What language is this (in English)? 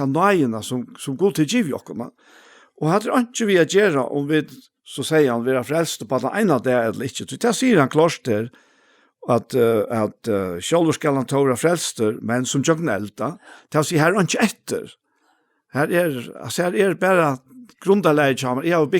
Faroese